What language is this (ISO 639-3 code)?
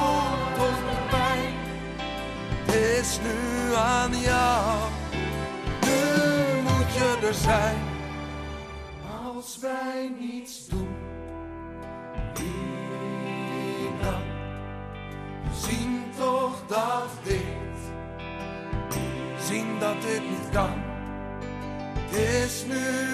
nld